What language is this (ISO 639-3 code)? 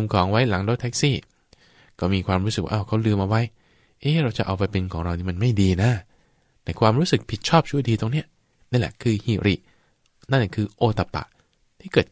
tha